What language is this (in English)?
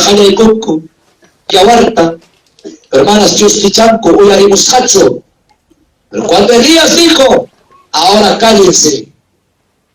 Ayacucho Quechua